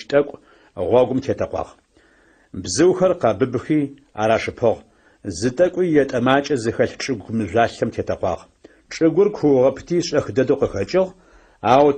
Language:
Adyghe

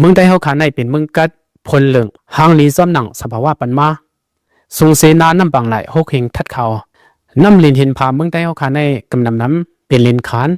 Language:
Shan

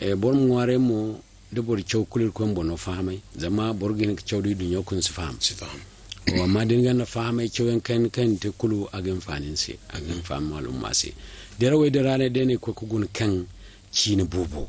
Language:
Zarma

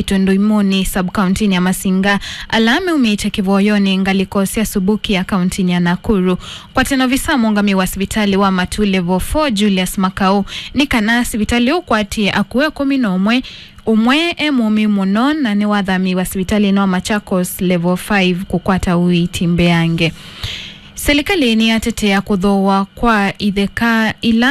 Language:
Kamba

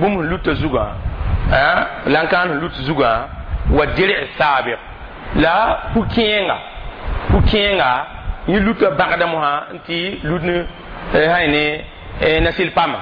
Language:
Mossi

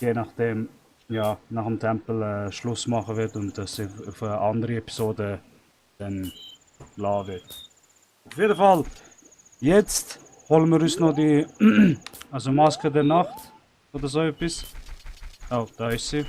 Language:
Swiss German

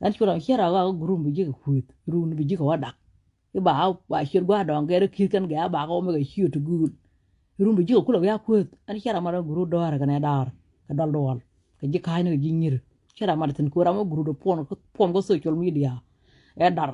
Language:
Nuer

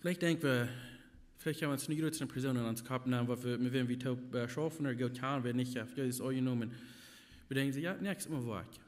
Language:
Plautdietsch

